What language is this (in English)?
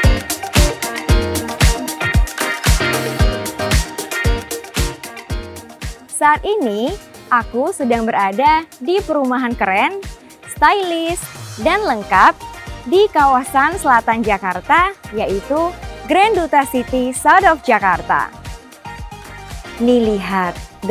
Indonesian